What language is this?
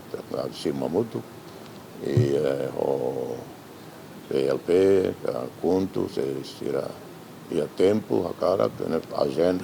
Tetum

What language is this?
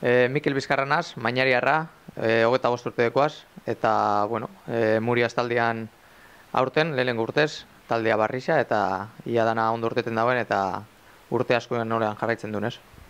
Basque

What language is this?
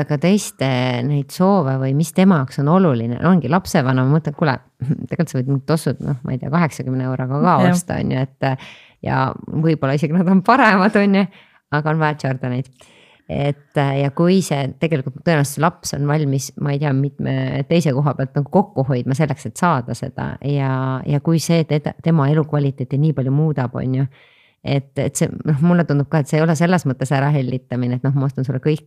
Estonian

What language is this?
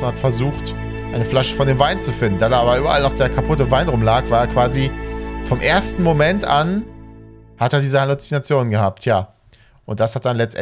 German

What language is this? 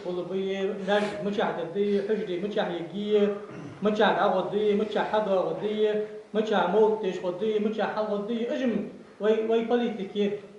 Ingush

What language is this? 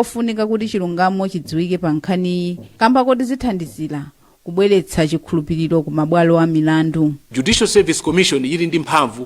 Nyanja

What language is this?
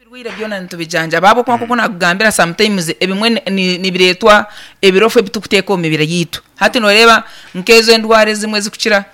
Nyankole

